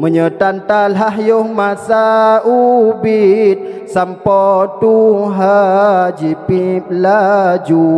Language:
Achinese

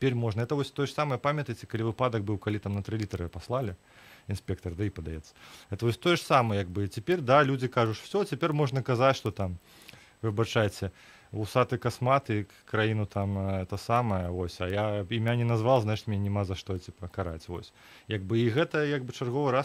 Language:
Belarusian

